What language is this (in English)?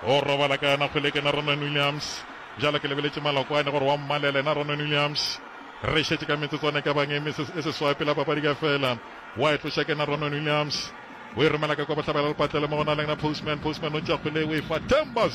Northern Sotho